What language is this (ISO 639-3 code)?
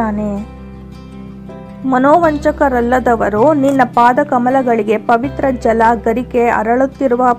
kan